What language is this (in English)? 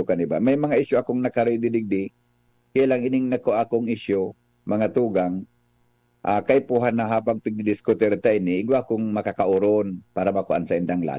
Bikol